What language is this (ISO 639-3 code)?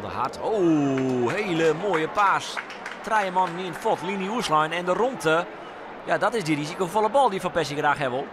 fry